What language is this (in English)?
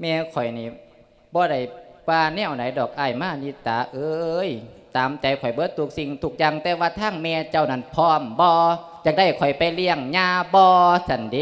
Lao